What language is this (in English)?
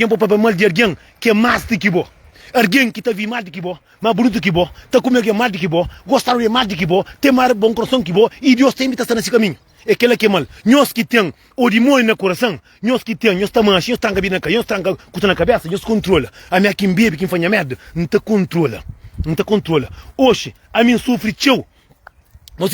Kabuverdianu